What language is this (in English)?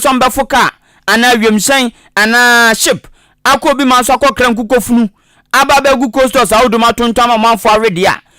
Akan